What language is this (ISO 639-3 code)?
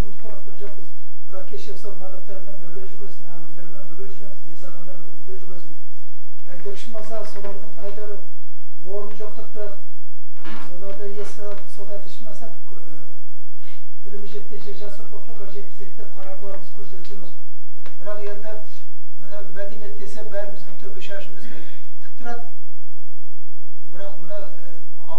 kaz